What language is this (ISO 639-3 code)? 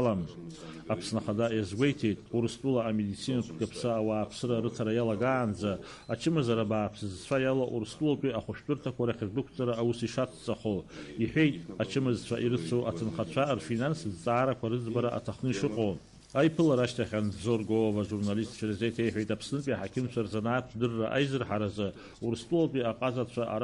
abk